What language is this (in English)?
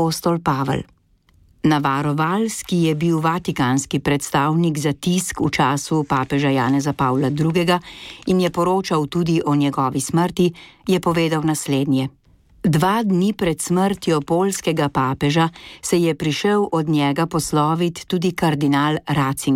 Slovenian